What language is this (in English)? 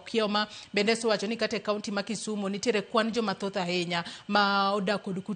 Luo (Kenya and Tanzania)